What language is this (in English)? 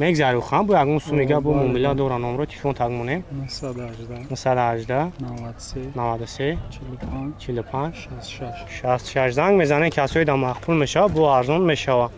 Tajik